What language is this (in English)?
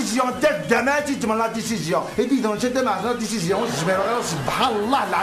Kabyle